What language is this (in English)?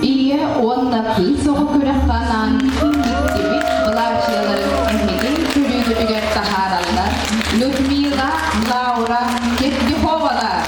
Yakut